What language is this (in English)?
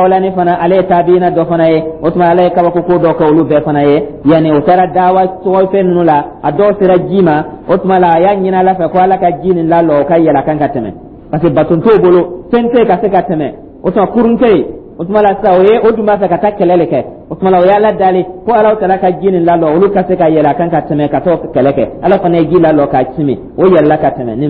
Dyula